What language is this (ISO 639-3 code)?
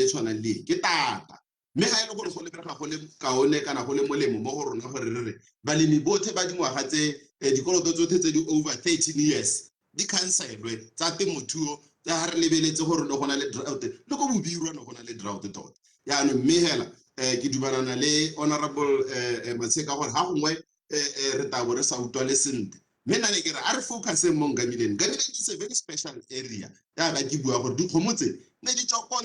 tsn